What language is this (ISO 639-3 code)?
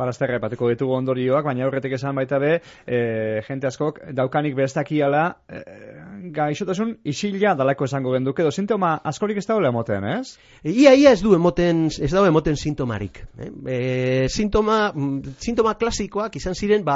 eus